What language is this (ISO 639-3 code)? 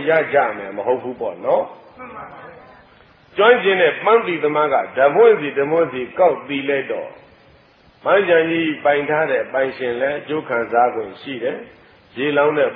mya